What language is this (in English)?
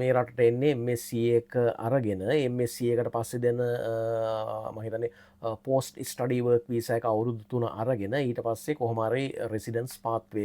Sinhala